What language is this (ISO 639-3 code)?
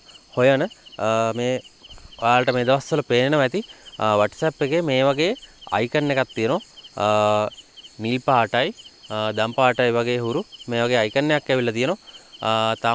sin